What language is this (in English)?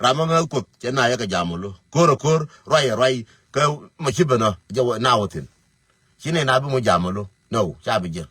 Nuer